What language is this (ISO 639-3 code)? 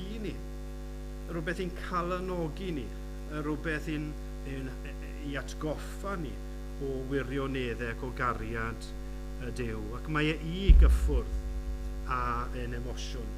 cym